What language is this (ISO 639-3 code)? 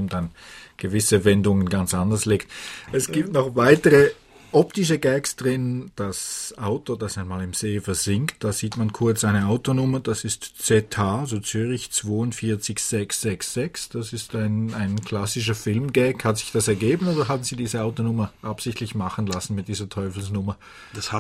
deu